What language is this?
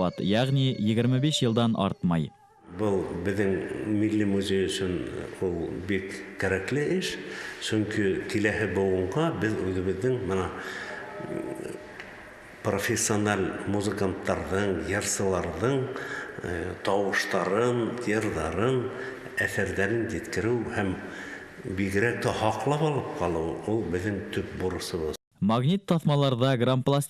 Bashkir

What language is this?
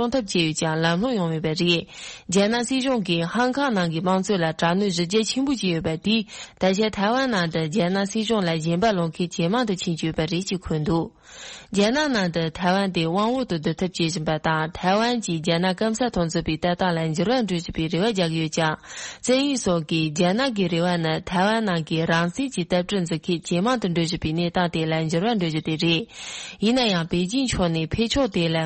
Tibetan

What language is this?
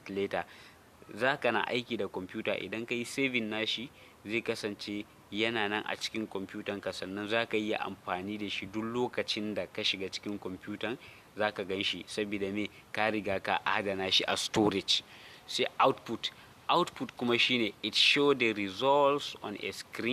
Hausa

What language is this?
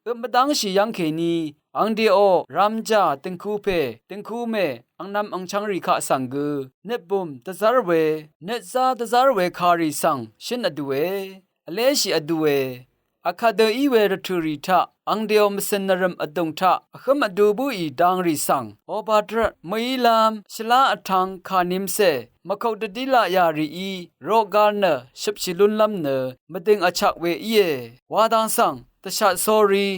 Rawang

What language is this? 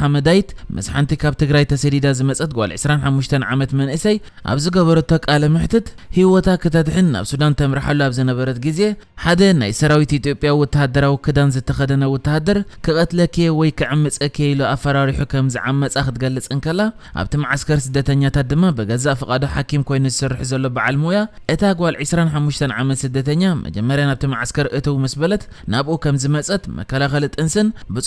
Tigrinya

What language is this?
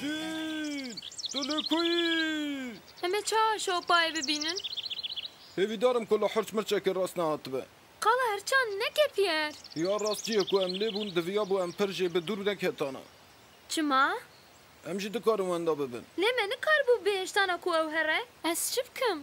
Kurdish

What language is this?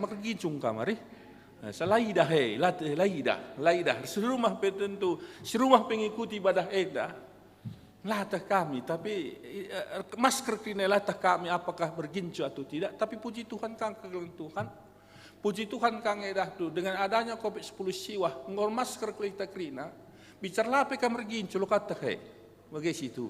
Batak Karo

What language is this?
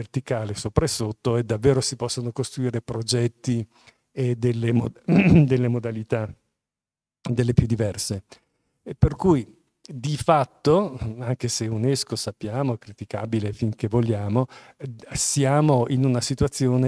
Italian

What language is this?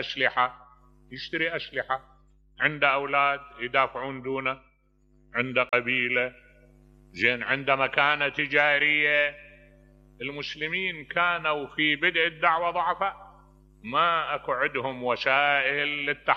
Mesopotamian Arabic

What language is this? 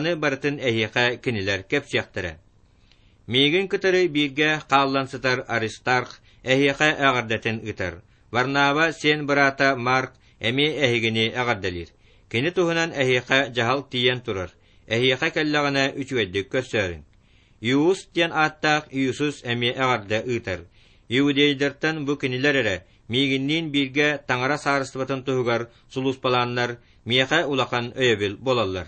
Yakut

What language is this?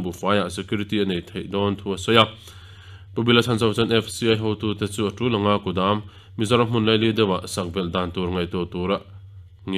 Mizo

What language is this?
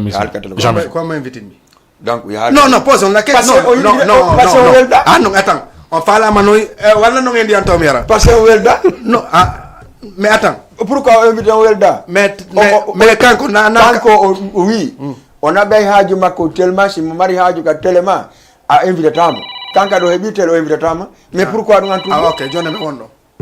Fula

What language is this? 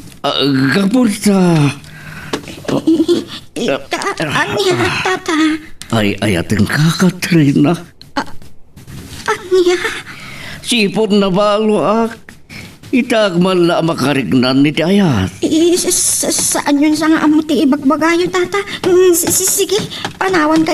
Iloko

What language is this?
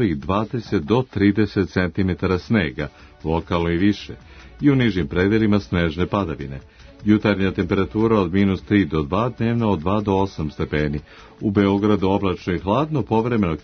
Serbian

